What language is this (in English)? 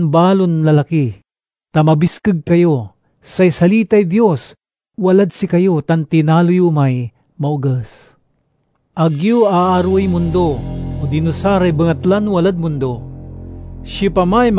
Pangasinan